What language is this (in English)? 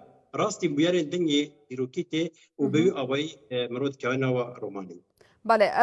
Kurdish